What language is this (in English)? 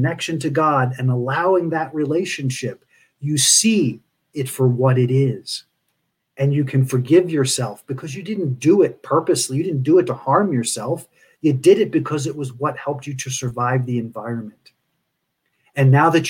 English